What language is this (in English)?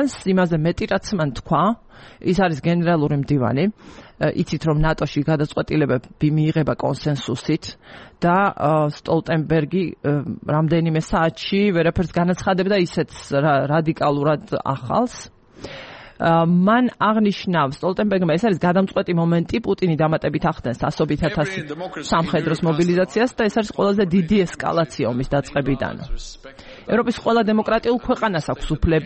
Georgian